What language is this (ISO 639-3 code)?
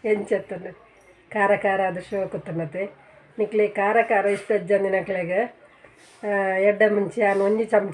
tcy